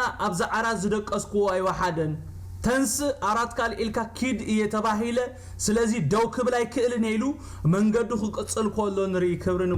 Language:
Tigrinya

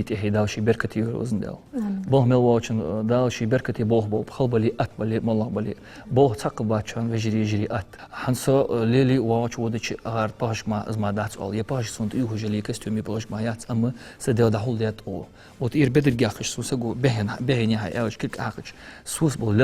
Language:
Ingush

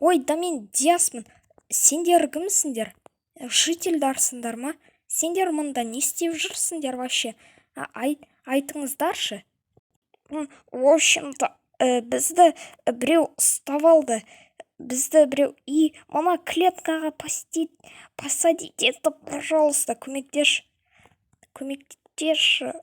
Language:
Kazakh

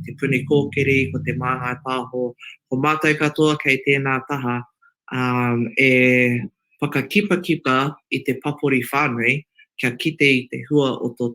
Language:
Māori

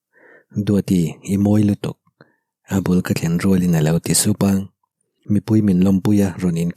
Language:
Mizo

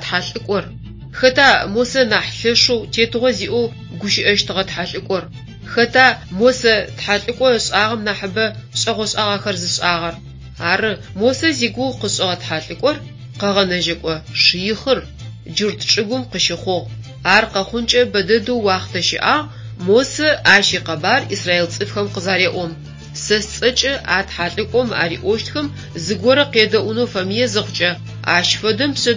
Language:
Adyghe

